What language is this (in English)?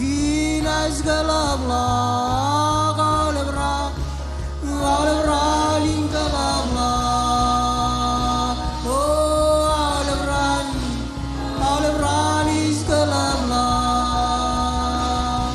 Marshallese